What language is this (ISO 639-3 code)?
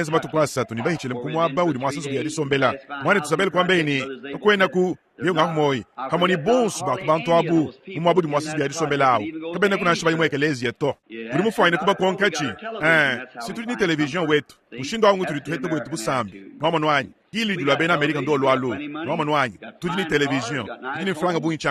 lua